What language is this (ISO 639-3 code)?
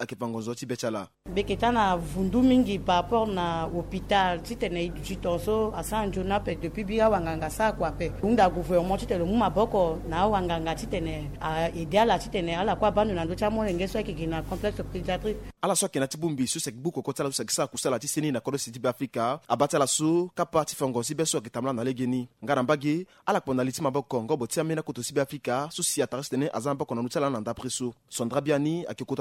sag